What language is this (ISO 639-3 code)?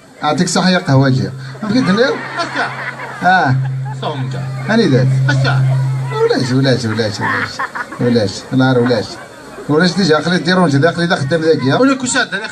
kab